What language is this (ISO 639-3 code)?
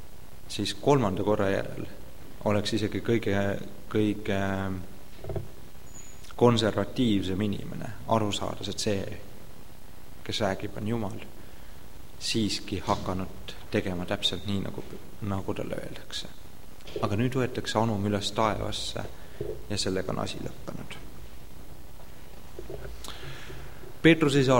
est